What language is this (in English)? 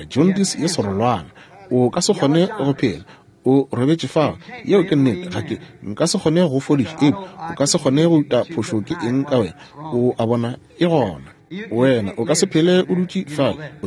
Northern Sotho